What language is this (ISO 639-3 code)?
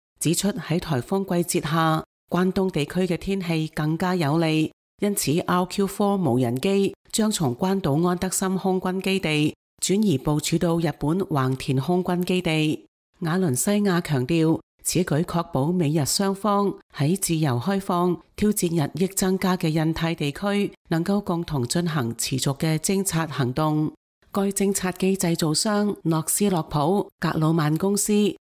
yue